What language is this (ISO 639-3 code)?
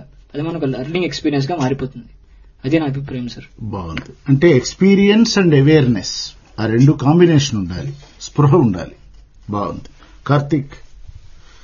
tel